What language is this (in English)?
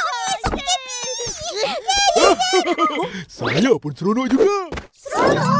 Malay